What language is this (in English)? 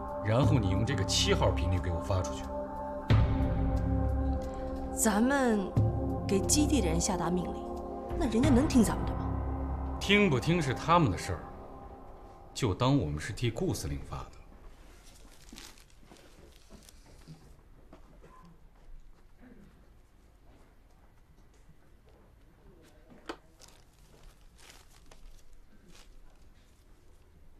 Chinese